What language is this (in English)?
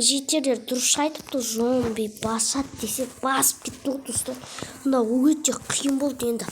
Kazakh